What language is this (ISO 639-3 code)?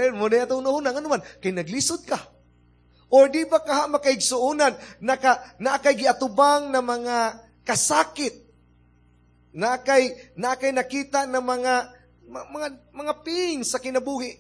ceb